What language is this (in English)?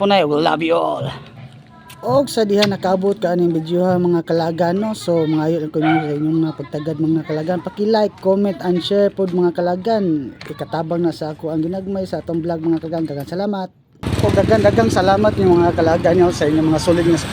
Cebuano